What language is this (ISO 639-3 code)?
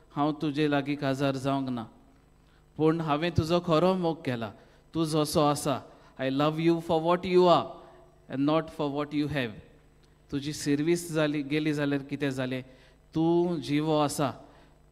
kok